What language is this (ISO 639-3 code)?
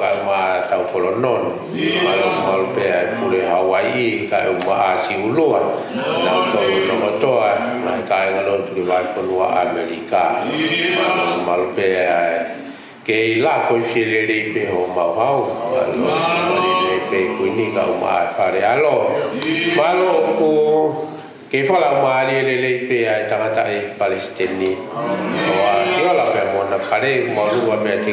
ton